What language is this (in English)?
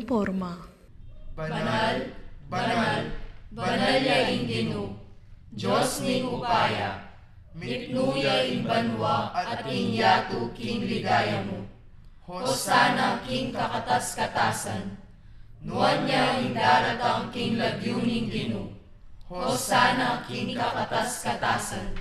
Pampanga